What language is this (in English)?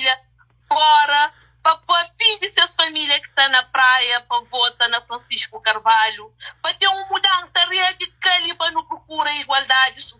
Kabuverdianu